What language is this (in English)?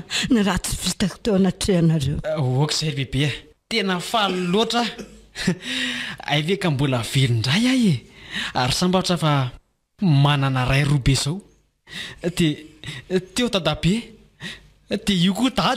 Malagasy